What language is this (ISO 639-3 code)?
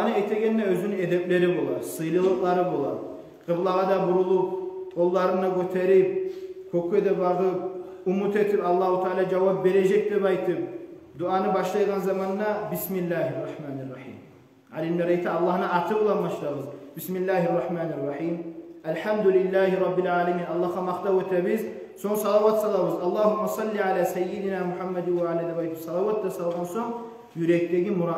kum